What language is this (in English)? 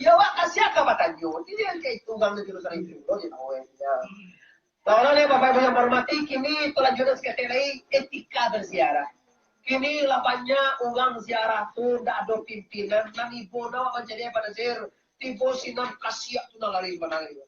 Minangkabau